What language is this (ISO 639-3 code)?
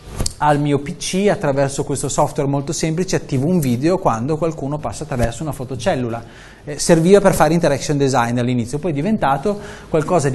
ita